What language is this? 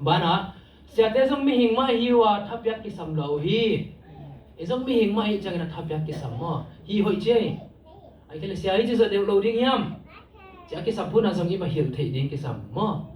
Tedim Chin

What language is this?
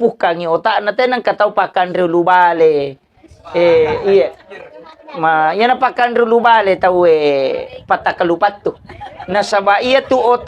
Buginese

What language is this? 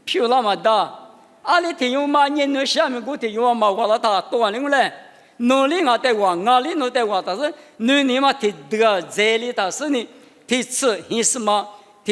Lisu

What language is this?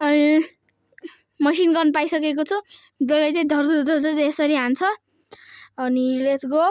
Nepali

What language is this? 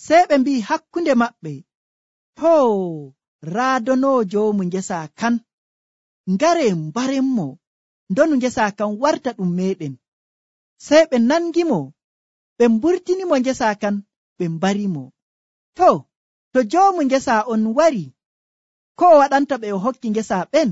Nigerian Fulfulde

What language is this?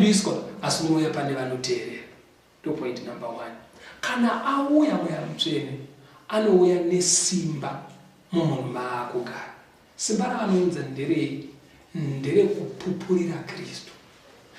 Shona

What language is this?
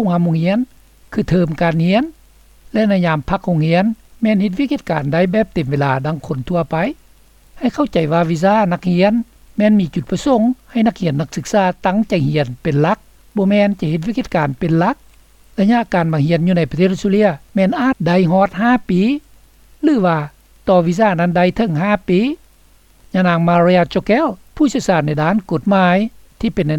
Lao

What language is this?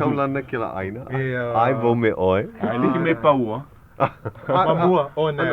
Hawaiian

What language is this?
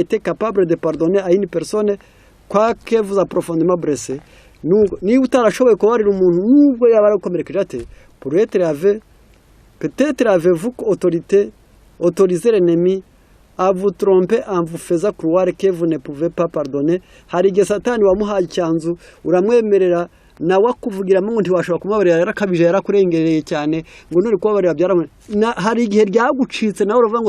Kinyarwanda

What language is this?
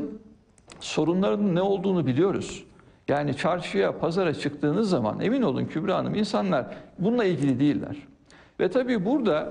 Turkish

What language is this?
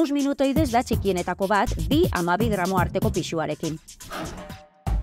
Basque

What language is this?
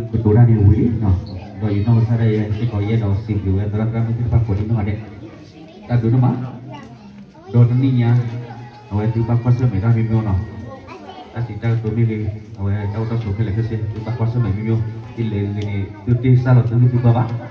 S'gaw Karen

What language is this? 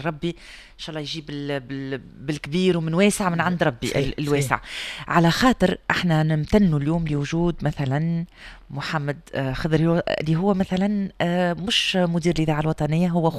Tunisian Arabic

